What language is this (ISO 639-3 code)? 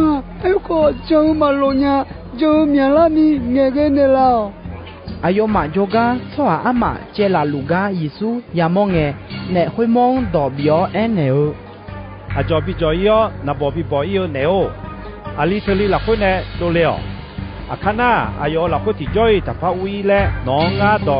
ahk